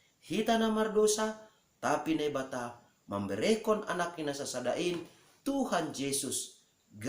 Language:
Batak Simalungun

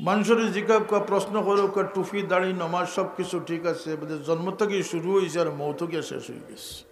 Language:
Sylheti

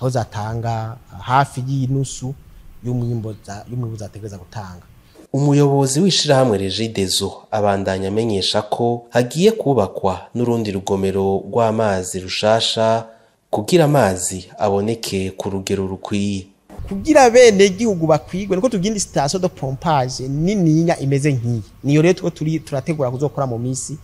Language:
Rundi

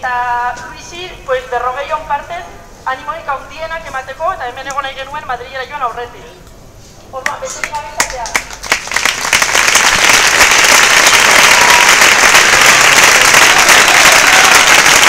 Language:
Basque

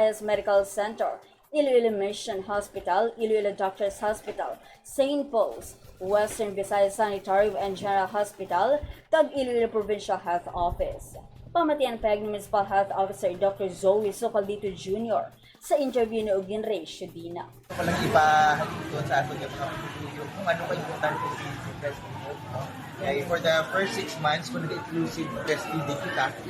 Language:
Hiligaynon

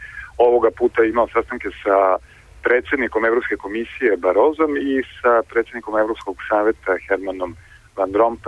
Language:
Serbian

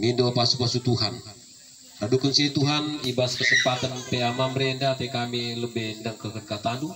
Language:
Batak Karo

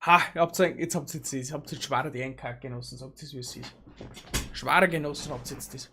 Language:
Bavarian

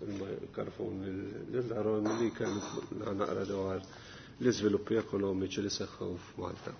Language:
Maltese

